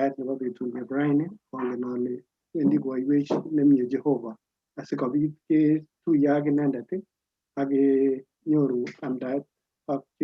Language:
Kalenjin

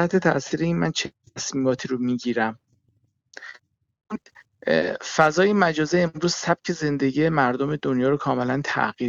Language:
Persian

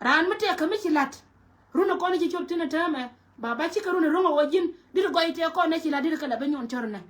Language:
Nuer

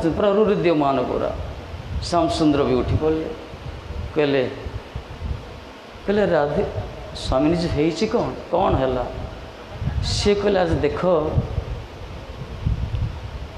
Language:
Odia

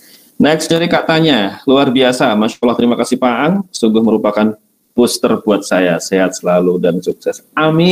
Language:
Indonesian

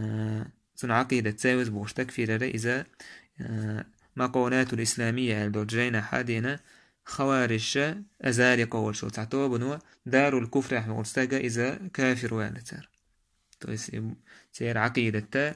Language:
Chechen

